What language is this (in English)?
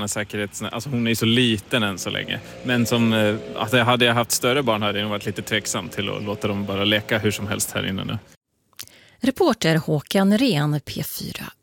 Swedish